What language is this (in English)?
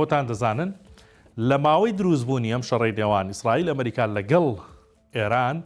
Central Kurdish